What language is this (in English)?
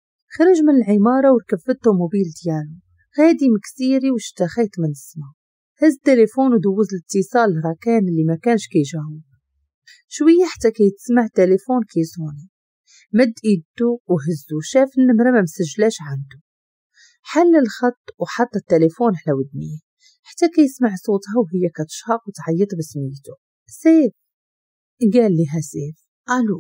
Moroccan Arabic